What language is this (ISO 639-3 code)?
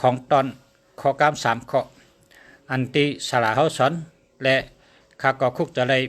shn